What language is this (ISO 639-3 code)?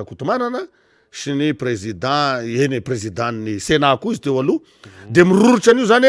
mlg